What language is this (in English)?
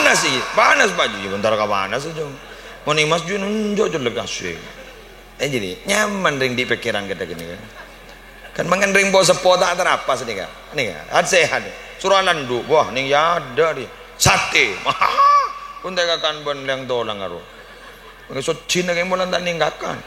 Madurese